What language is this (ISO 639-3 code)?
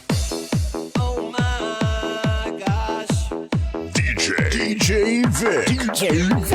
hil